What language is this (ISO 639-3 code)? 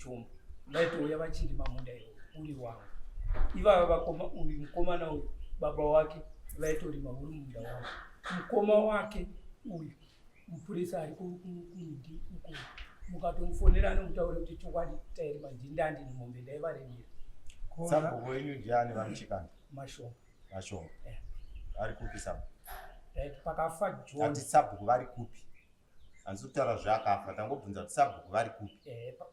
sna